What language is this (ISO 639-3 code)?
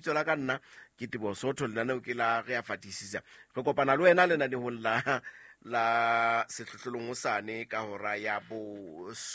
sot